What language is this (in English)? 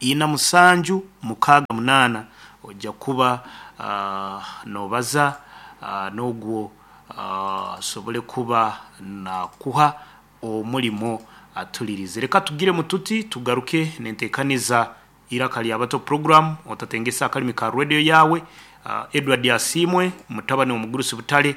Nyoro